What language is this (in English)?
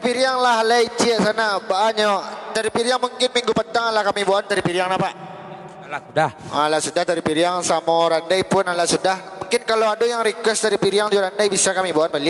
Minangkabau